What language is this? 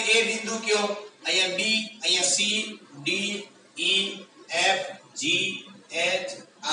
Gujarati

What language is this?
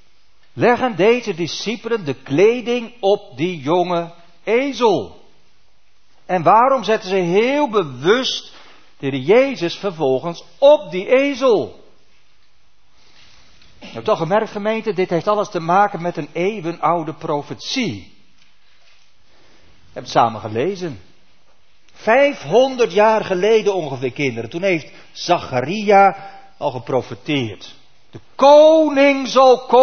Dutch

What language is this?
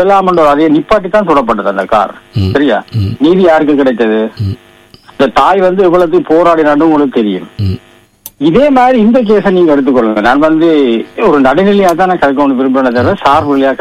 Tamil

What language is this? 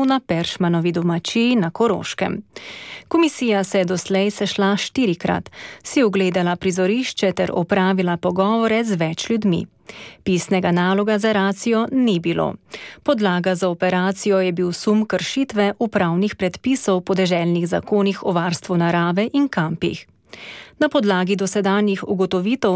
Slovenian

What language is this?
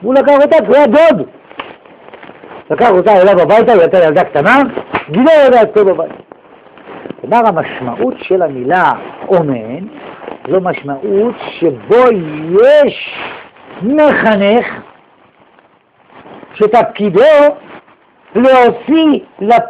Hebrew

